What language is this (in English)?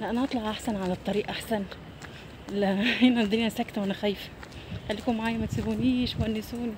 Egyptian Arabic